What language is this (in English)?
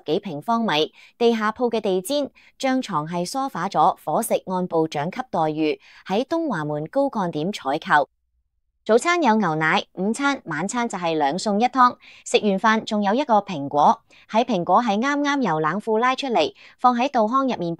Cantonese